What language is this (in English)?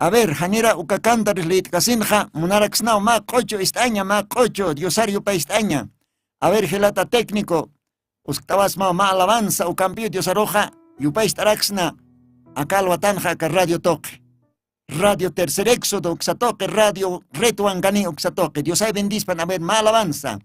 Aymara